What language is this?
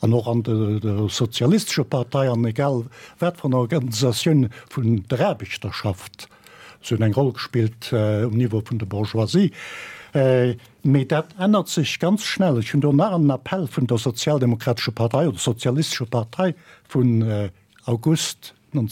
Luxembourgish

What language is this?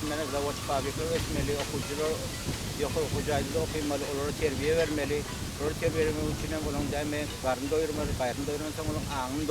Turkmen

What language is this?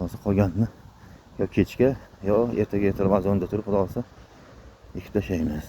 Uzbek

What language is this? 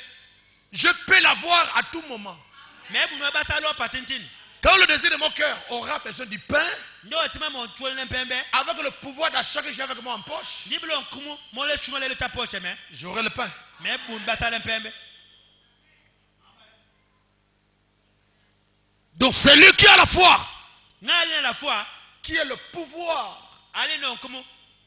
French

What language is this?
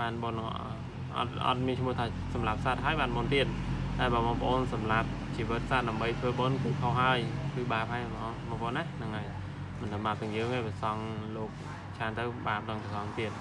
Khmer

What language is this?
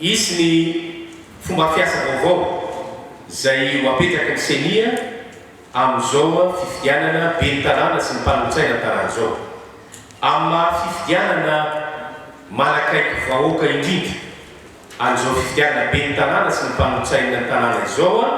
Malagasy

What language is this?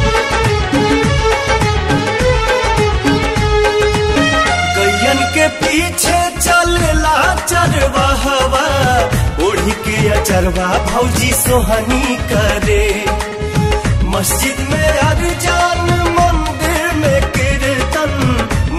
Bhojpuri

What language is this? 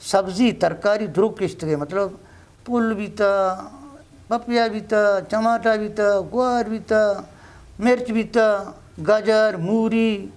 Eastern Balochi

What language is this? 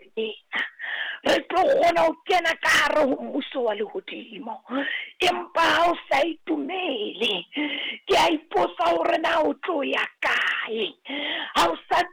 Southern Sotho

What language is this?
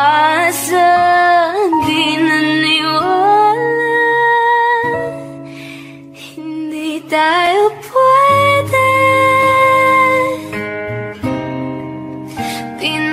Filipino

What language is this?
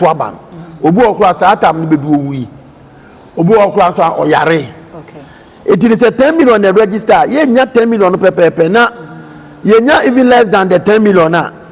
Akan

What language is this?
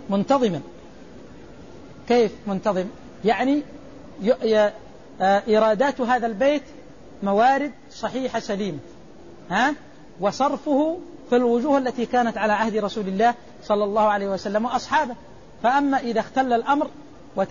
Arabic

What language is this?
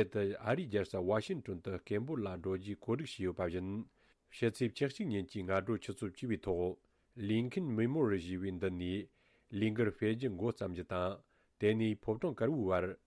Tibetan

